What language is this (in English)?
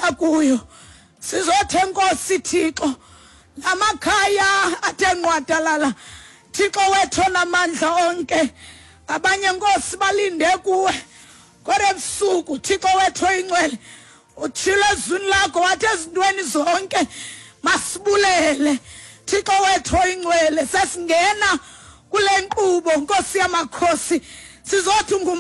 Xhosa